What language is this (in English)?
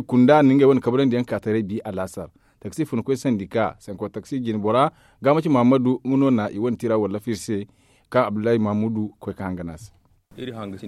Zarma